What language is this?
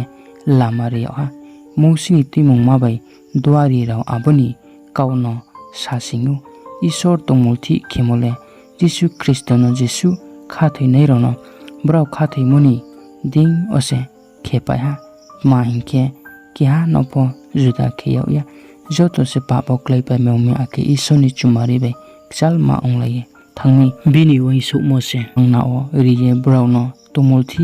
Riang (India)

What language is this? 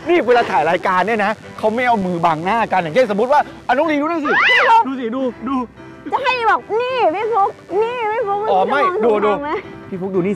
Thai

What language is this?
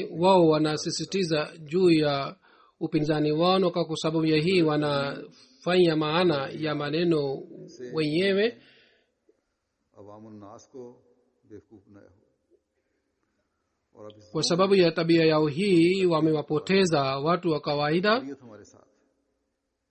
Swahili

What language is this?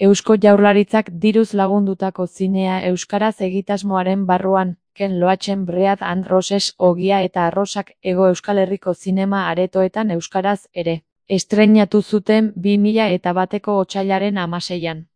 Basque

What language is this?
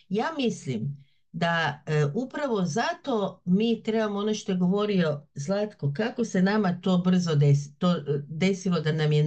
Bosnian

